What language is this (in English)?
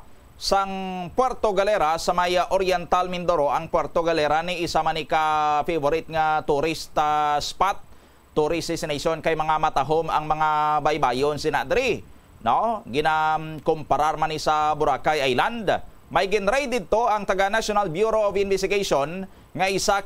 Hiligaynon